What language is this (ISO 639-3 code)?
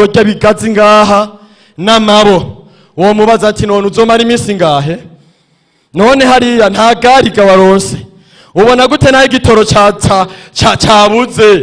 run